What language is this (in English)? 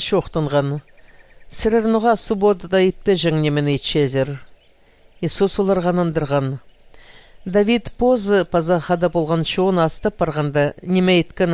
Kazakh